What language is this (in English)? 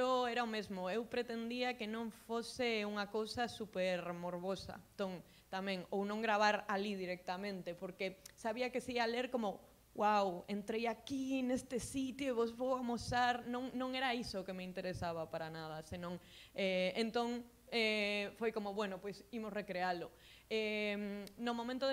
Galician